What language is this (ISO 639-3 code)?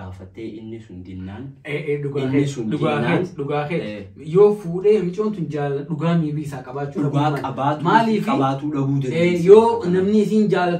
orm